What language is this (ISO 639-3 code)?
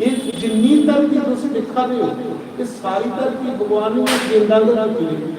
doi